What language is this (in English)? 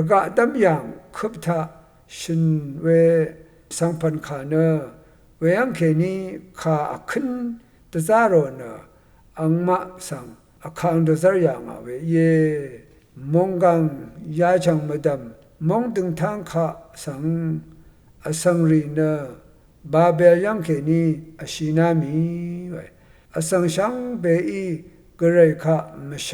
Rawang